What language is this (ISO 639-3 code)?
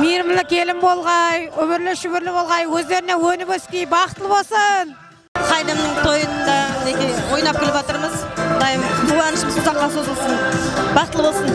kaa